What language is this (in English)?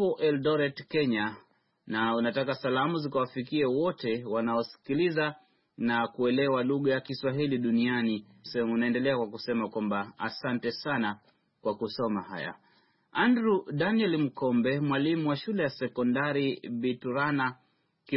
Swahili